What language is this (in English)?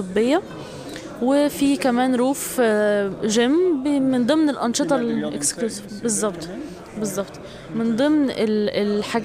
Egyptian Arabic